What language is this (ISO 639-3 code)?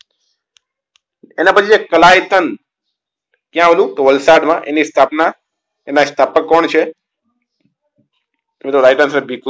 guj